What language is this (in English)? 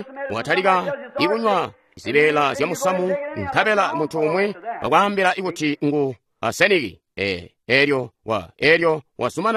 Tonga (Zambia)